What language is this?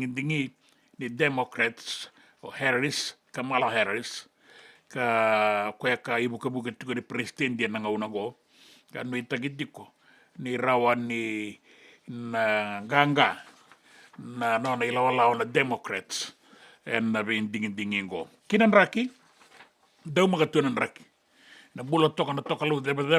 Fijian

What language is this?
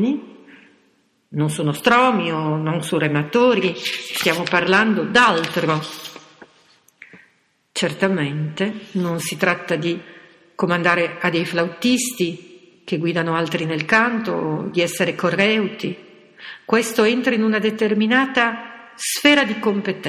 Italian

